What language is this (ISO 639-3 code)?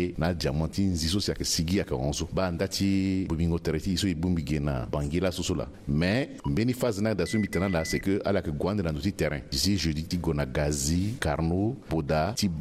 sag